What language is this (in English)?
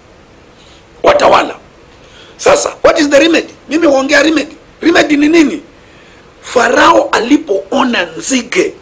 Swahili